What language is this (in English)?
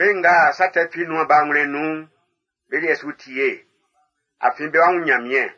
Baoulé